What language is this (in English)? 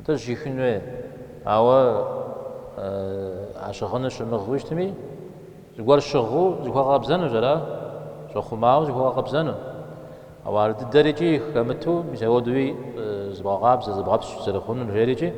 Kabardian